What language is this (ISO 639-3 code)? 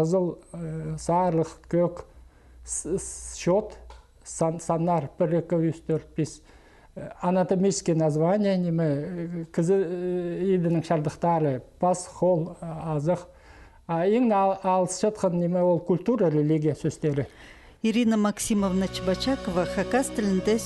kjh